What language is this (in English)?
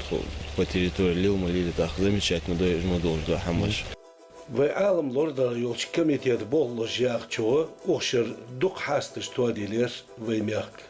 Ingush